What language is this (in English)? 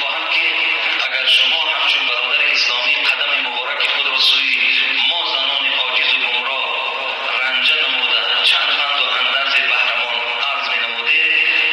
Tajik